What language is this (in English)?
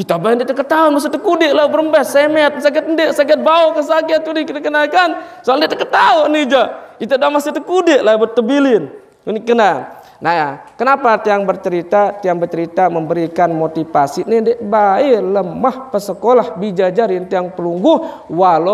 Sasak